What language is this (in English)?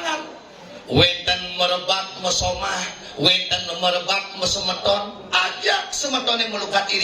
Balinese